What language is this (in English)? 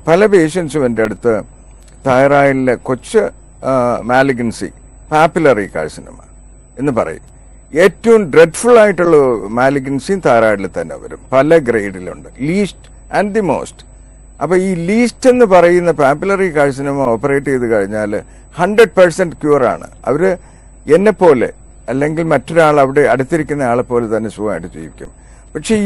Malayalam